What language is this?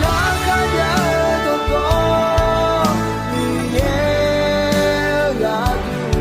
Akha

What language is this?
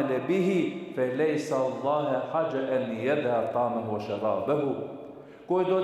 Balkan Romani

